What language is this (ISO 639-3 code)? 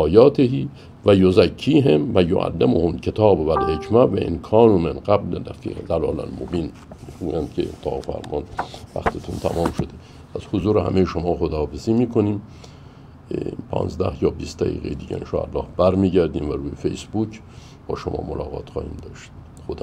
fas